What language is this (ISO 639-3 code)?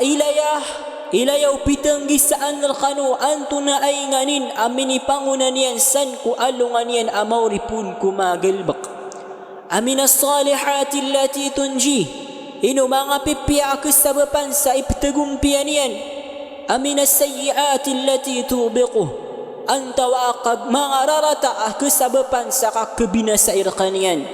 mrw